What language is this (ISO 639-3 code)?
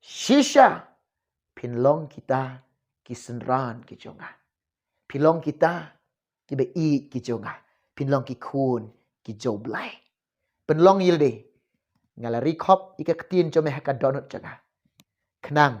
kha